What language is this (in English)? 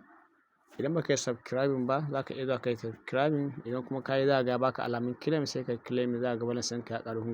Hausa